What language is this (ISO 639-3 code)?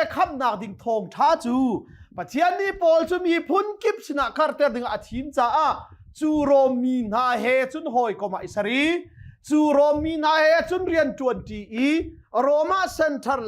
cnh